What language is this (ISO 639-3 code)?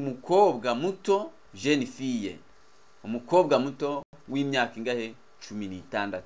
kin